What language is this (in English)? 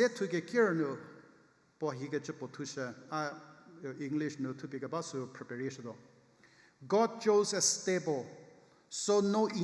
Angami Naga